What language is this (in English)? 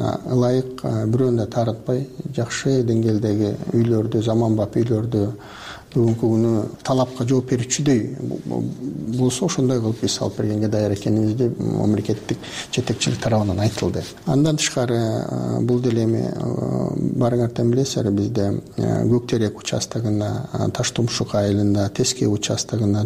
Kyrgyz